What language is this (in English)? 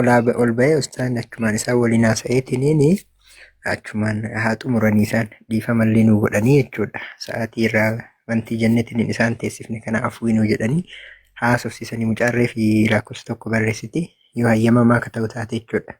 Oromo